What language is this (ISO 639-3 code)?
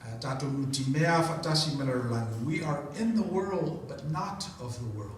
smo